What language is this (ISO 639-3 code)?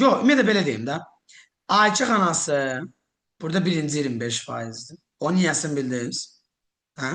aze